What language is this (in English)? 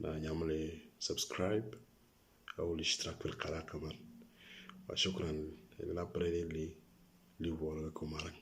Moro